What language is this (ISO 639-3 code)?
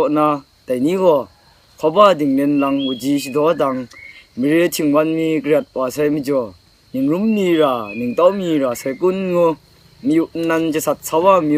kac